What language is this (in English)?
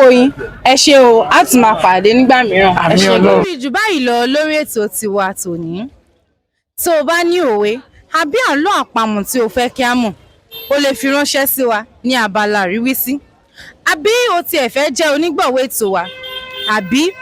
Yoruba